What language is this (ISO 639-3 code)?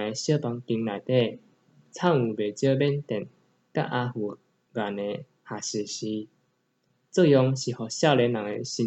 nan